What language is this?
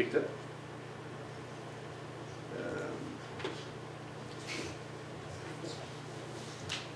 Norwegian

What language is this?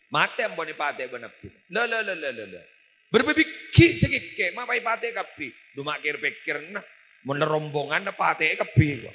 Madurese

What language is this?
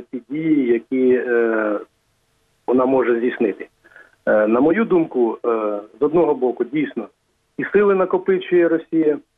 Ukrainian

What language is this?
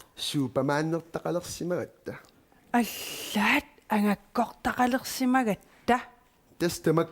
Kalaallisut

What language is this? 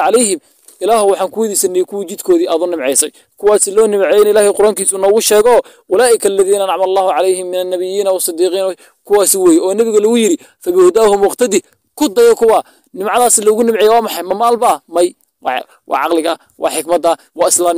Somali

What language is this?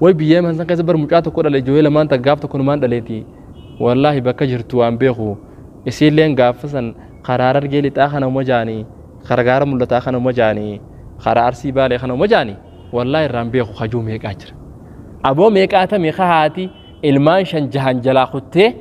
Oromo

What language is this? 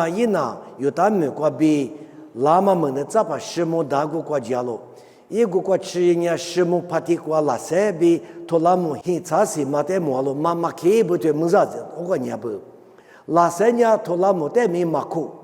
Lisu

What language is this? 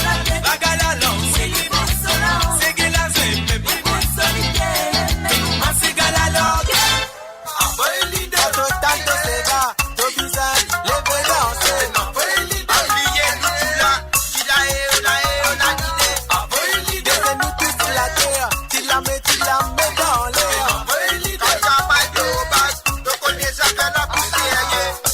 Morisyen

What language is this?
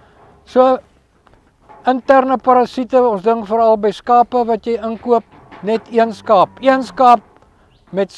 Afrikaans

